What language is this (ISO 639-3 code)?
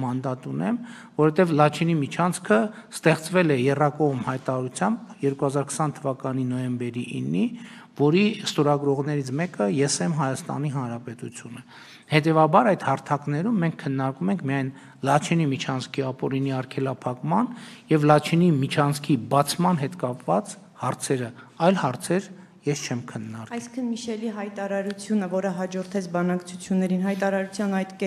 hye